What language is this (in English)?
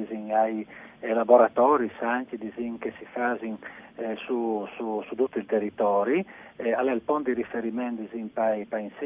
Friulian